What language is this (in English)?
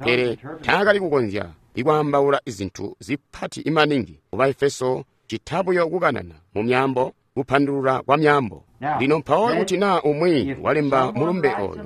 Tonga (Zambia)